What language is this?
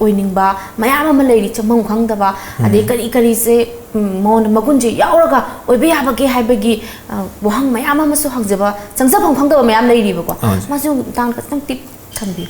Manipuri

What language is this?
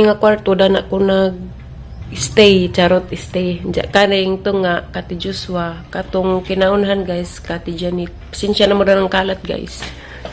Cebuano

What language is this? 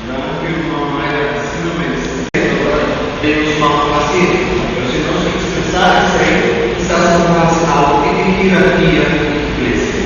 Papiamento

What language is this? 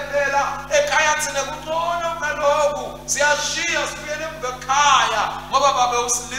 Swati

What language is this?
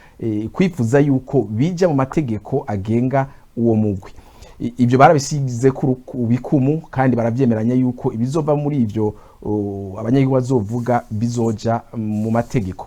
Rundi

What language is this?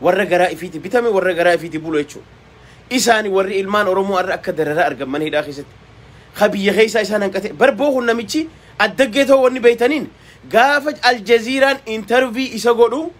Oromo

